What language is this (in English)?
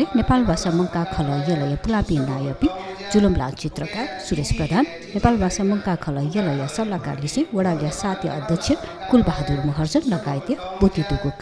Newari